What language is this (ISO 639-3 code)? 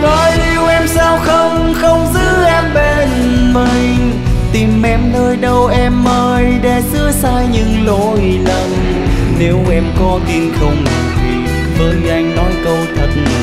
vie